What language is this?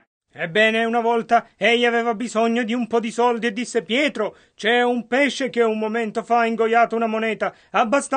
Italian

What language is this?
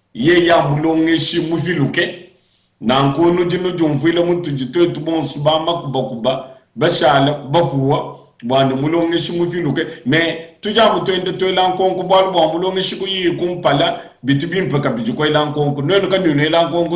Luba-Lulua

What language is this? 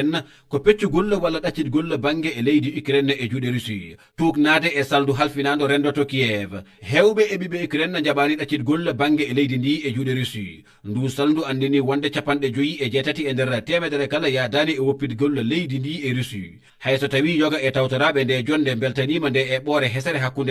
Fula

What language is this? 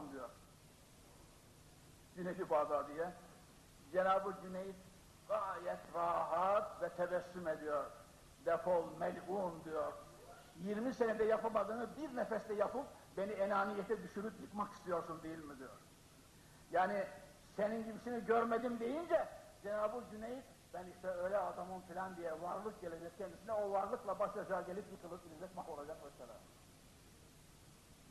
Turkish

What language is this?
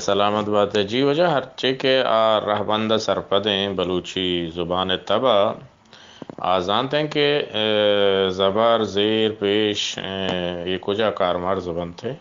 Eastern Balochi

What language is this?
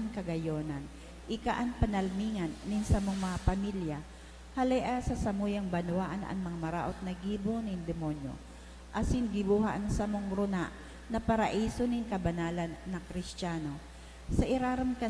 Bikol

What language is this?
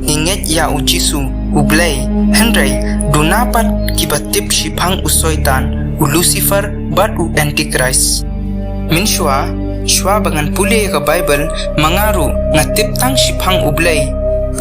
Khasi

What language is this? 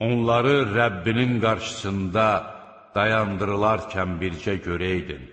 Azerbaijani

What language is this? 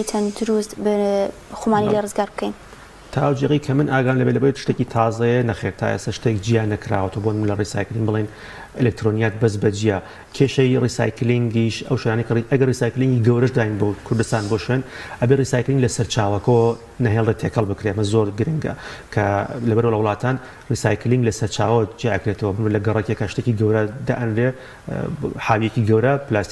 Central Kurdish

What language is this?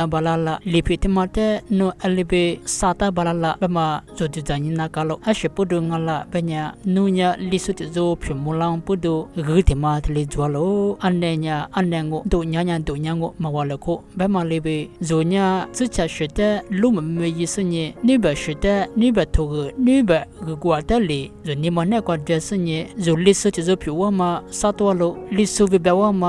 Lisu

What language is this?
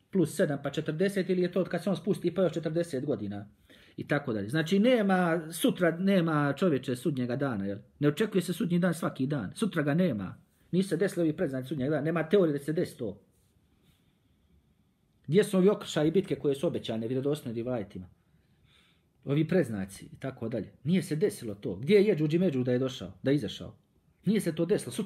Bosnian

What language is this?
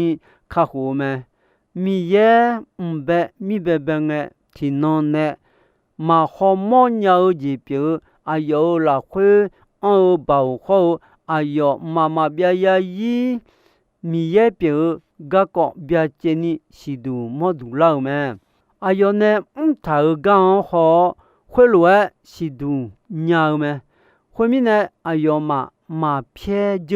Akha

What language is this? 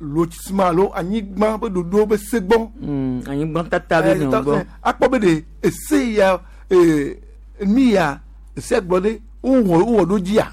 Gen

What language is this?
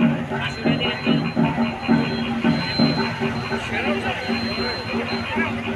Bangla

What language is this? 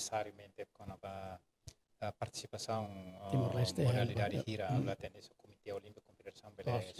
Tetum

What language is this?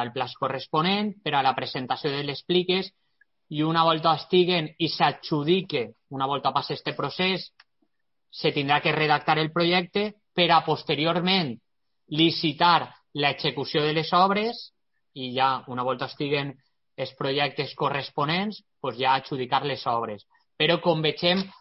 Catalan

